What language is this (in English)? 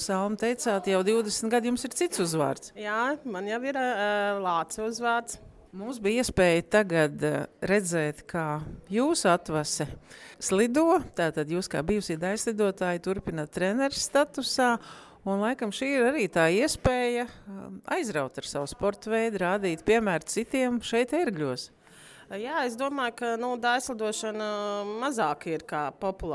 Latvian